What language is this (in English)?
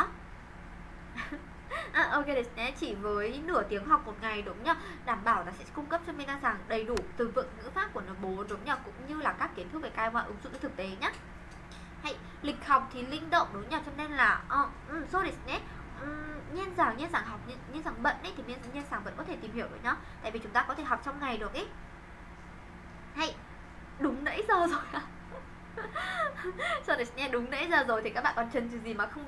Vietnamese